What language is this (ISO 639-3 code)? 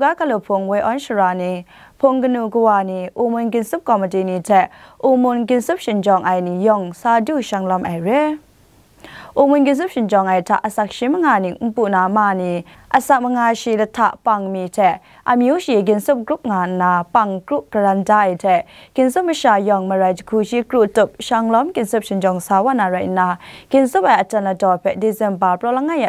kac